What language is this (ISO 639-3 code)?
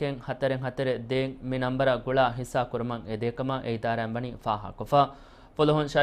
div